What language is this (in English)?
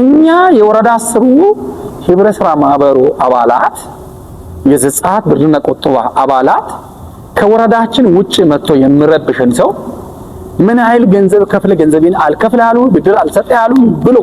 Amharic